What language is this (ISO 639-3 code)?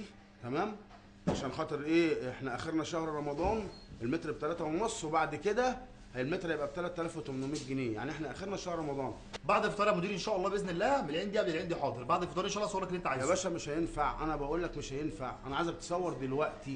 arz